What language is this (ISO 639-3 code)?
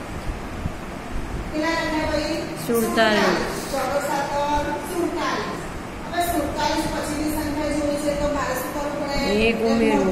guj